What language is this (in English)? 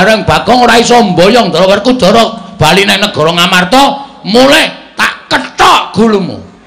Javanese